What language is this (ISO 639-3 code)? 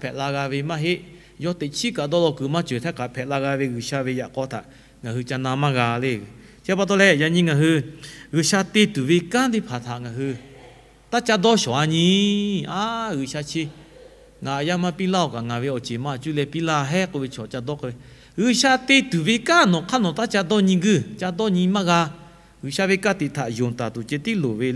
lhu